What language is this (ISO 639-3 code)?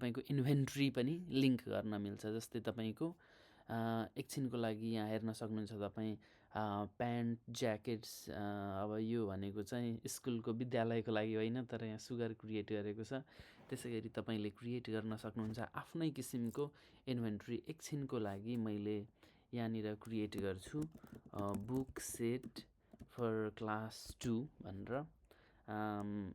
nep